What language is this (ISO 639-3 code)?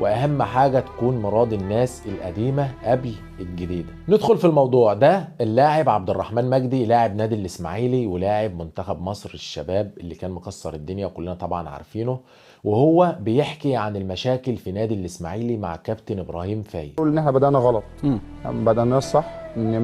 arz